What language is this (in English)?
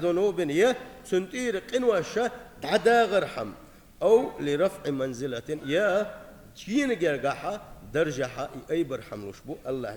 Chechen